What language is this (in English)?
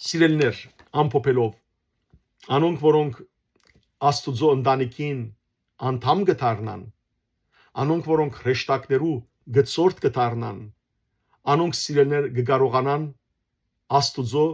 Western Armenian